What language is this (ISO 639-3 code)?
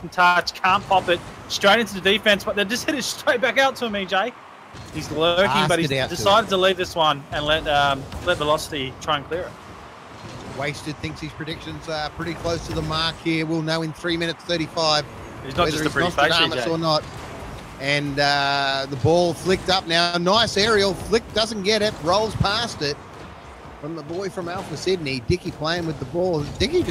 eng